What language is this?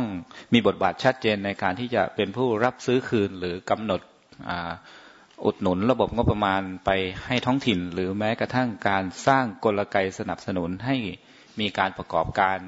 Thai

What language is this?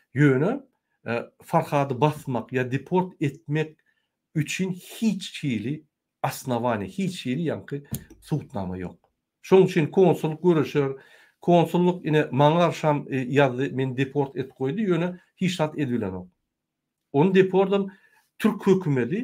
Turkmen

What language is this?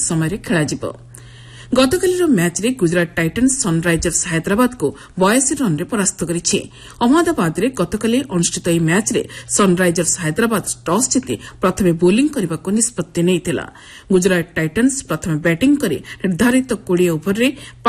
Odia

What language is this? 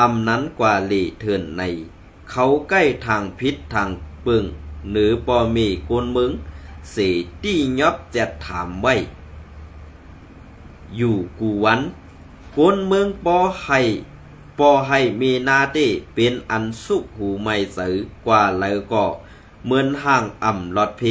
Shan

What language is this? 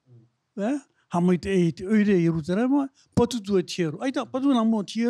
Tahitian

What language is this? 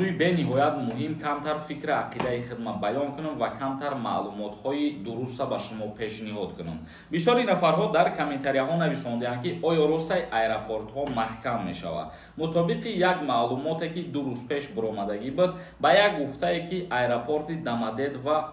Tajik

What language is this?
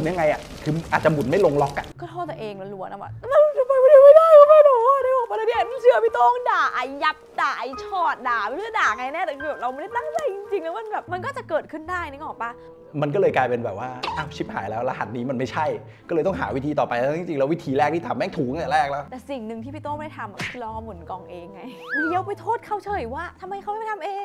Thai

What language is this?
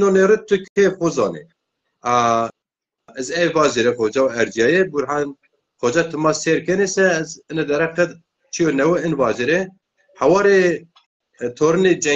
Zaza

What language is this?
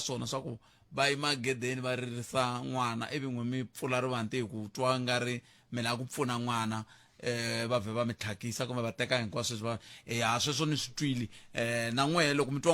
Tsonga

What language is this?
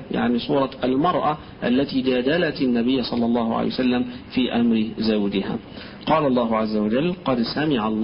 Arabic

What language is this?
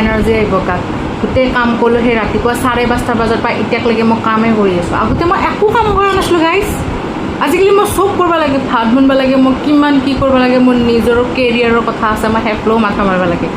Assamese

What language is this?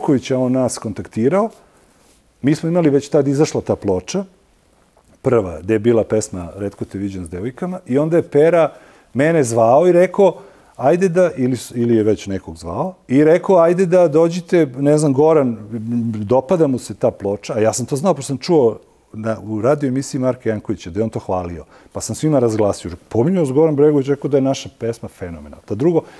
Serbian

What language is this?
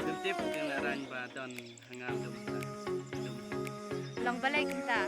Khasi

